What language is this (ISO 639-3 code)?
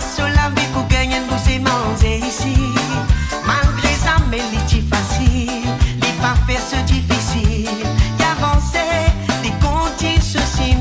mfe